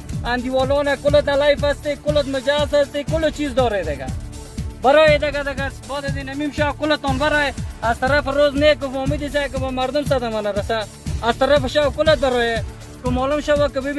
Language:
Persian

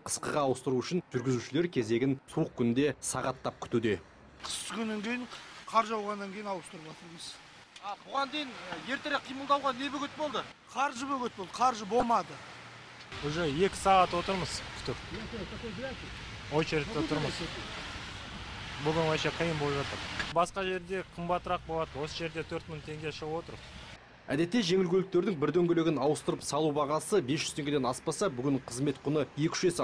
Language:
Kazakh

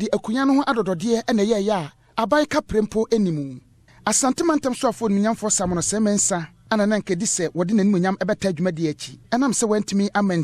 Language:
Akan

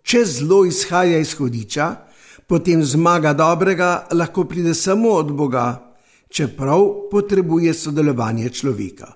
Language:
Slovenian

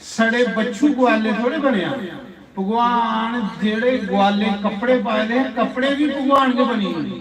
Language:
Dogri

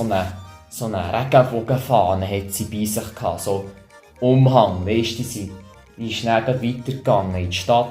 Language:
Swiss German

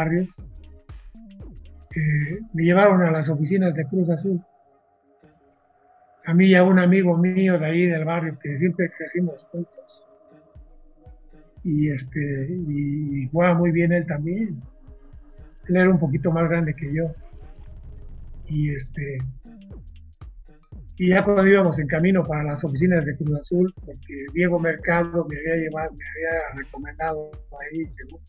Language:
Spanish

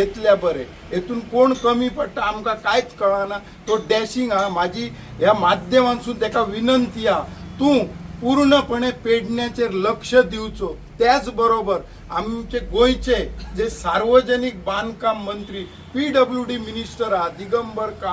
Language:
Konkani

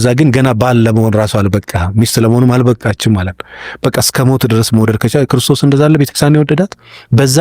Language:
Amharic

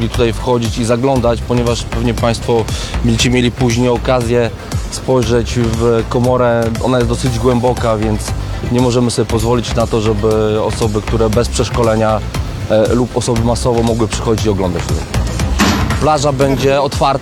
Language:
Polish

